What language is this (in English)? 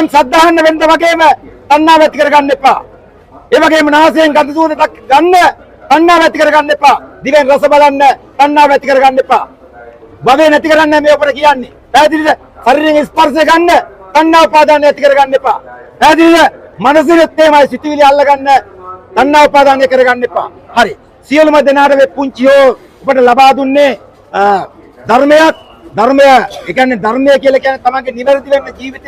Sinhala